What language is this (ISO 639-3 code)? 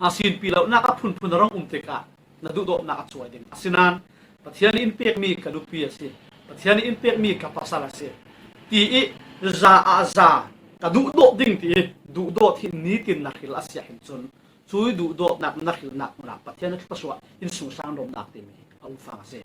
cfm